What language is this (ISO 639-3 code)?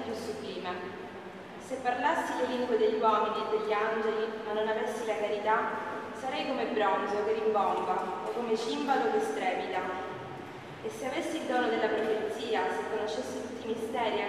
ita